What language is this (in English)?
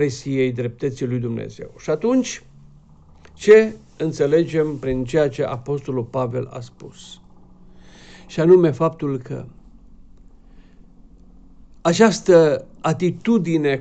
Romanian